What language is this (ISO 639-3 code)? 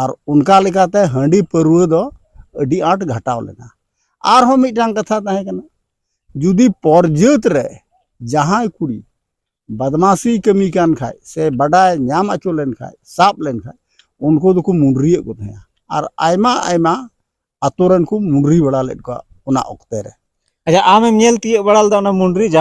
sat